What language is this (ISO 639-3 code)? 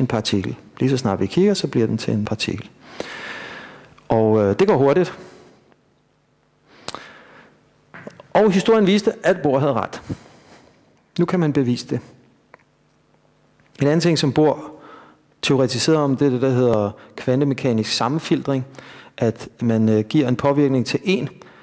dan